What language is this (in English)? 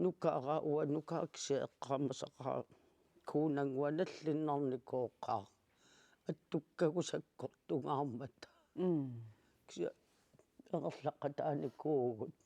Kalaallisut